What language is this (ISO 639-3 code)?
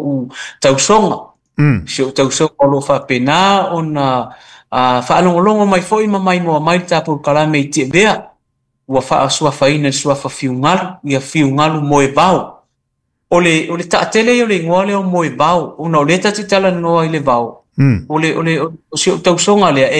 smo